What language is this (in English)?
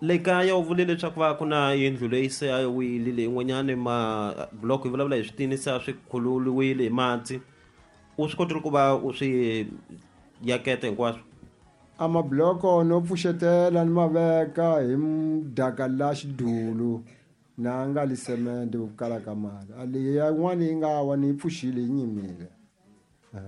Tsonga